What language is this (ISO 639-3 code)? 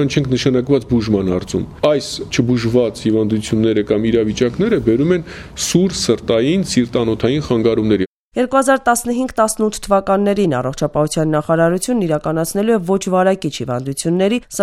hye